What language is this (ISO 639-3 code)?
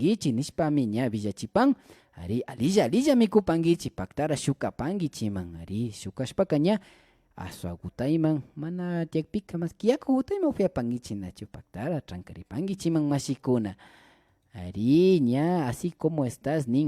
qvi